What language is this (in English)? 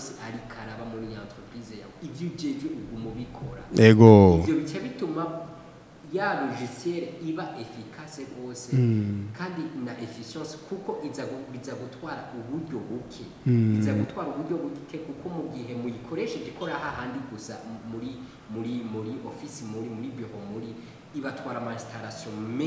Rundi